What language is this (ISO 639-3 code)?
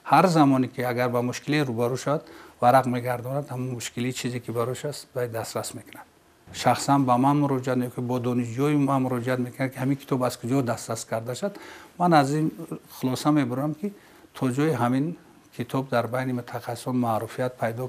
tgk